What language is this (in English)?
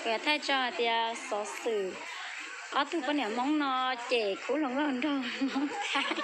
Hmong